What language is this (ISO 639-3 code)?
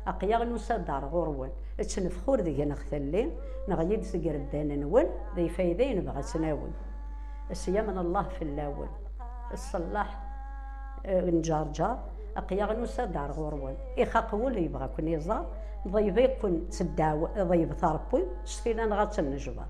kab